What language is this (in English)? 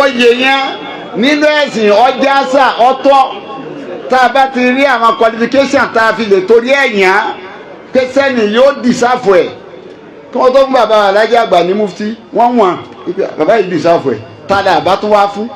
Yoruba